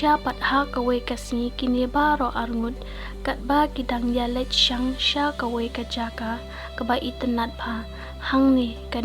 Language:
Khasi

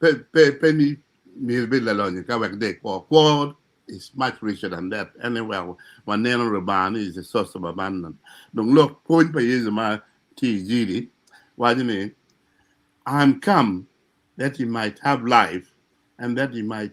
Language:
Acoli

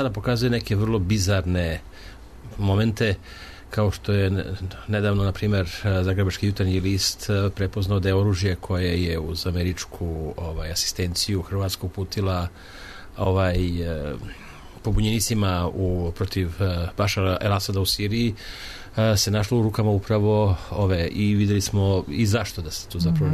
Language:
Serbian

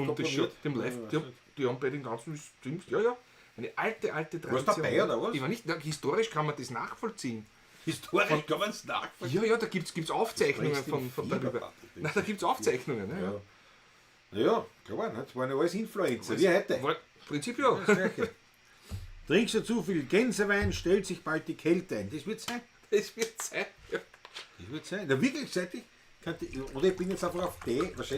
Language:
Bavarian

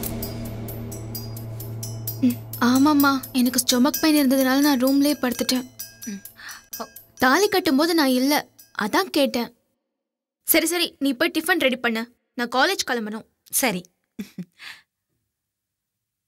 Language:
Tamil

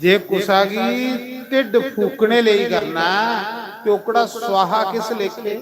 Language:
Dogri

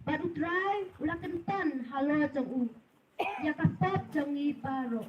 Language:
Khasi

